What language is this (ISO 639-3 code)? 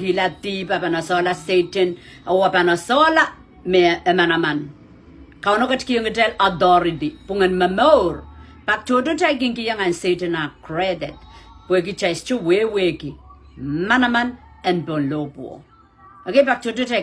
pon